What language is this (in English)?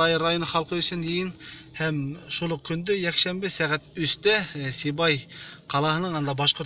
Bashkir